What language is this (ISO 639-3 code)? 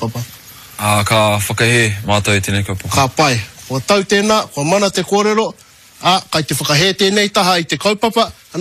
mri